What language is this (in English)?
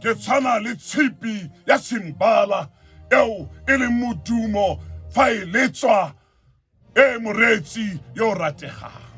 Tswana